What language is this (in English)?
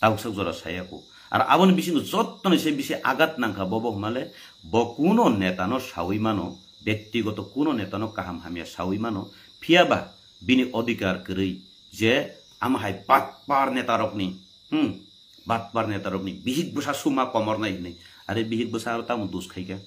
Kok Borok